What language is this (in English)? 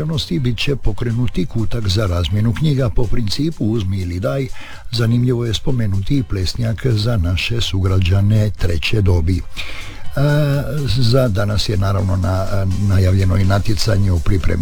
Croatian